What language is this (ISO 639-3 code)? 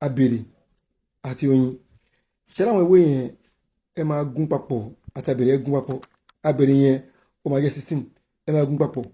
yor